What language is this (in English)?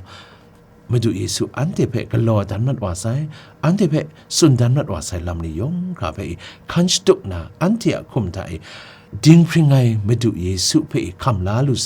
Kachin